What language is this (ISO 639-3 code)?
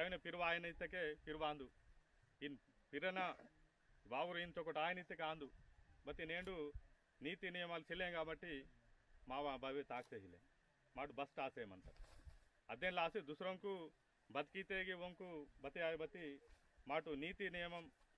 esg